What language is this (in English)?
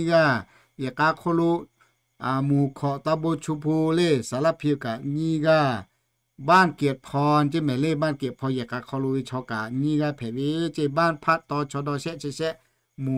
Lahu